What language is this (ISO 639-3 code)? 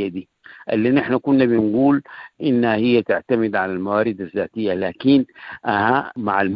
apd